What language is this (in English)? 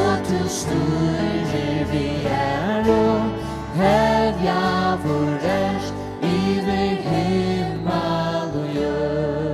Faroese